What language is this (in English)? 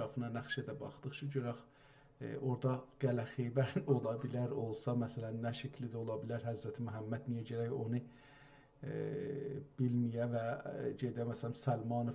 South Azerbaijani